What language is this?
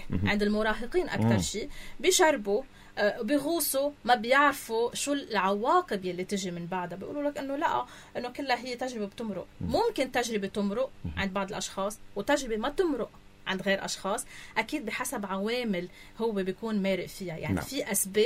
North Levantine Arabic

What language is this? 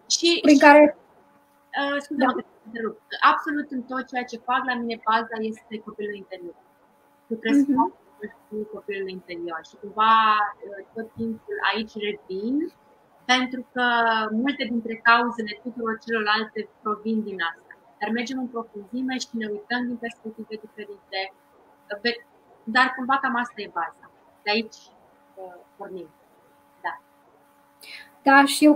Romanian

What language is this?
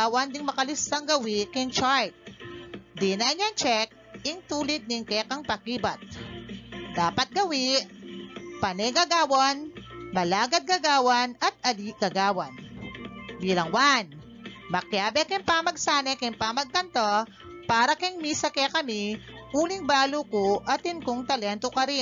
Pampanga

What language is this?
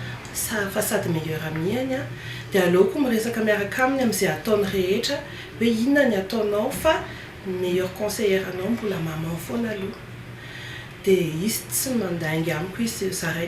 Malagasy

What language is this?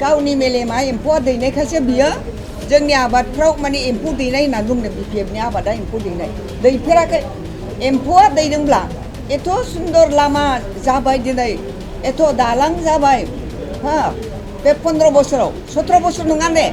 Bodo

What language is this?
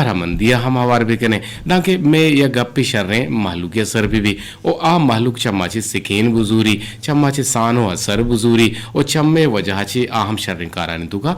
Eastern Balochi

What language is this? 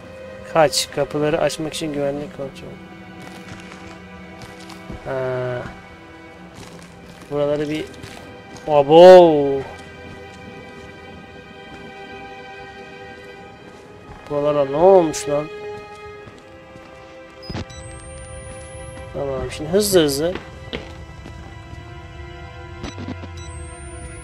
Turkish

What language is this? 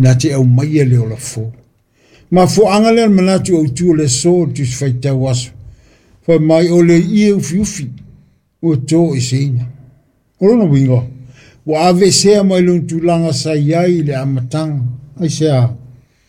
Samoan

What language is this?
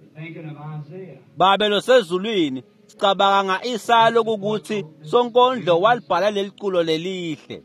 Swati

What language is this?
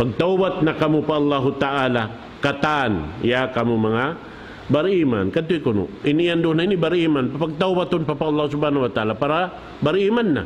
Tausug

